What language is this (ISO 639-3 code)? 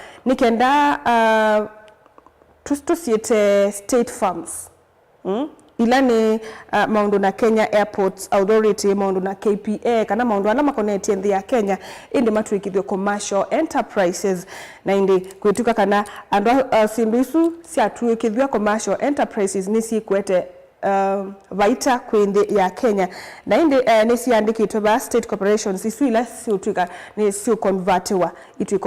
kam